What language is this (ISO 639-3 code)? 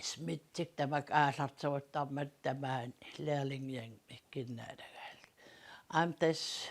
kal